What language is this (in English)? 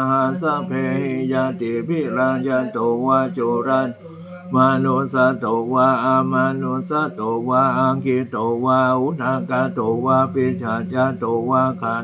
Pali